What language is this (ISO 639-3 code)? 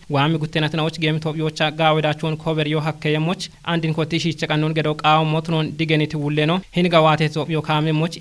kbr